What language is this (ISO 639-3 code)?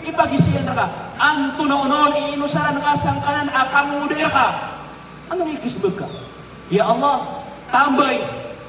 mrw